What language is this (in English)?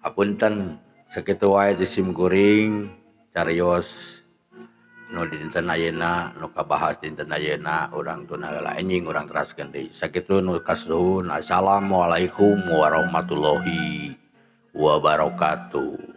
Sundanese